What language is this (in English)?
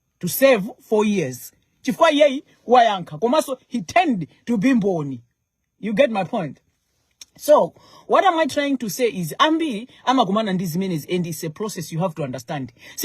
Nyanja